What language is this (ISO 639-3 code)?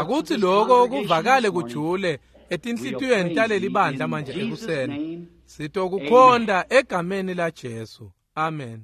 ssw